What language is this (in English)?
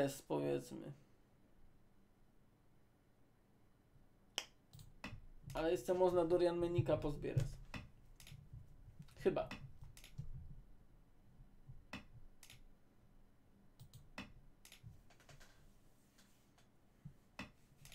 Polish